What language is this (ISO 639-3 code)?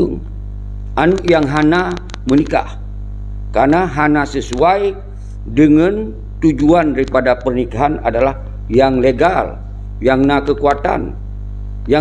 ace